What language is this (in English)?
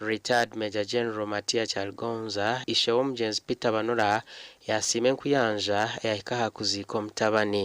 Nyankole